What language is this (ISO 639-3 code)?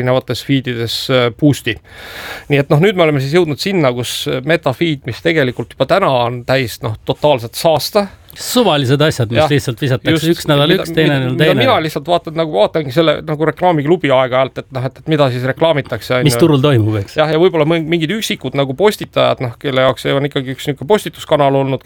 est